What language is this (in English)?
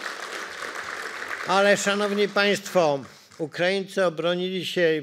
Polish